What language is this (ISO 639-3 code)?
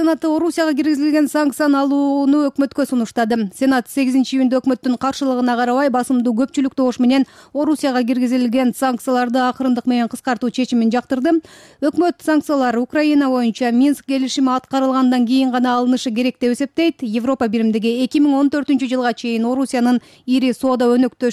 kir